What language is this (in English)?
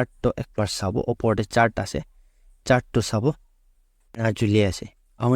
Naga Pidgin